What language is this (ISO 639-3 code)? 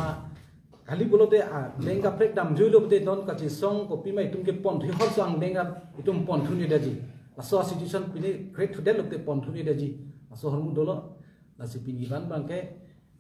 mjw